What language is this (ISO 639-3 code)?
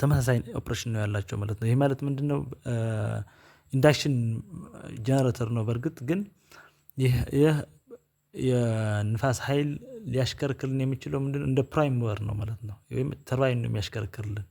amh